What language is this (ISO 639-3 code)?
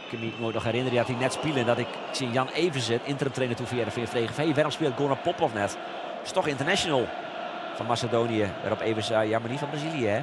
fry